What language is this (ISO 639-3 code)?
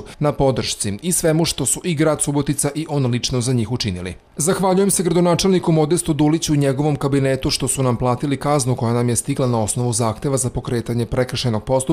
srp